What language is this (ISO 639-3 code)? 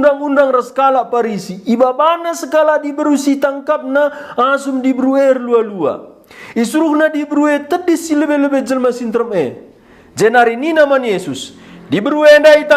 btx